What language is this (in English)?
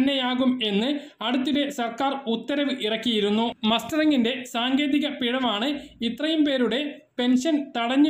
Malayalam